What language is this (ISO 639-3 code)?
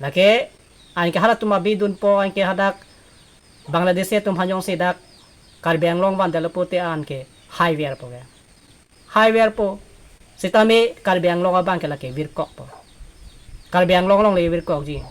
mjw